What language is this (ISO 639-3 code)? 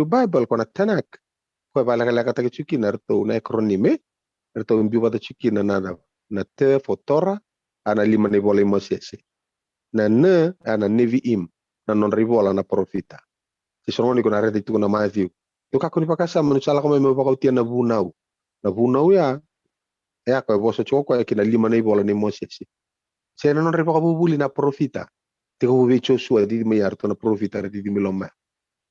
fij